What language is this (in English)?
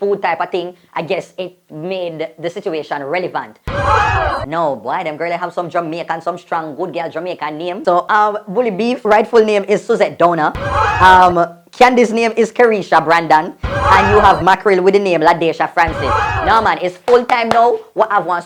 Jamaican Creole English